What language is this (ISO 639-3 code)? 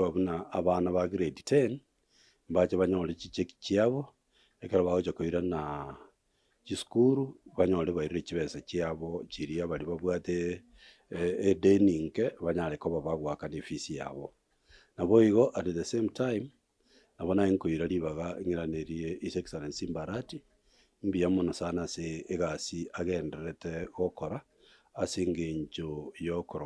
guz